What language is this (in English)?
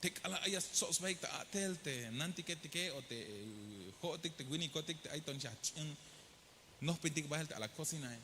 Tzeltal